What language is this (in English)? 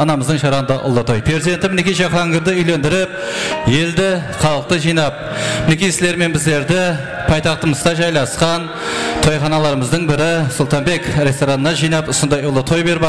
Kara-Kalpak